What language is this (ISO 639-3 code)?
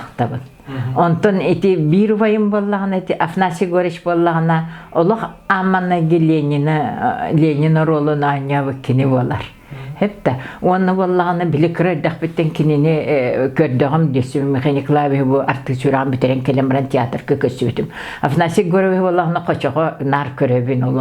sah